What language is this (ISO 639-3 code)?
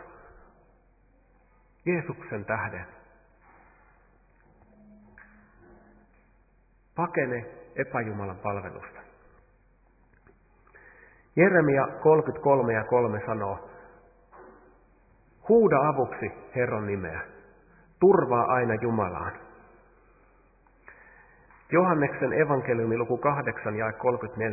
fin